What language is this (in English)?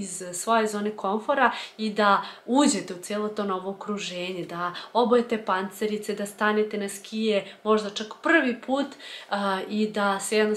Serbian